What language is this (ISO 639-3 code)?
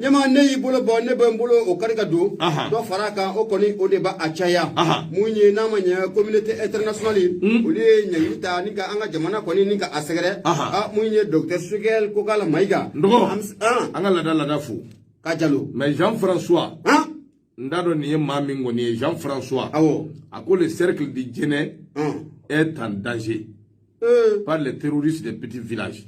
bam